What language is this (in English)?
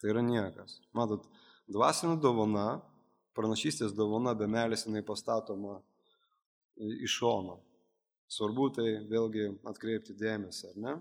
Lithuanian